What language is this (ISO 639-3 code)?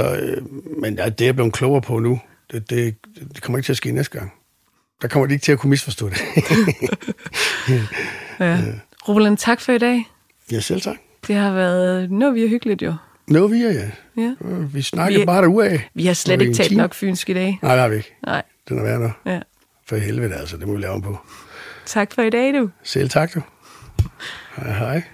dan